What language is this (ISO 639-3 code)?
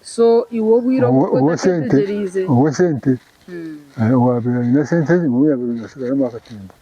nyn